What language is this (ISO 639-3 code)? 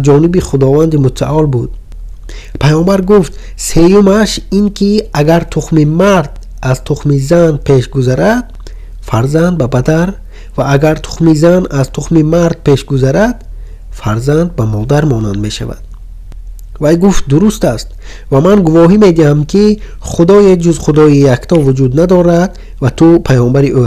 tgk